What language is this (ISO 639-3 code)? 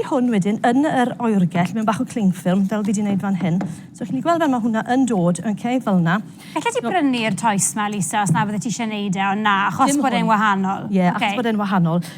cym